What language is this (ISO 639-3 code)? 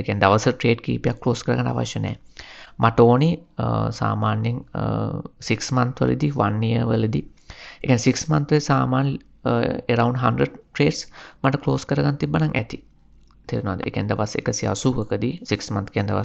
sin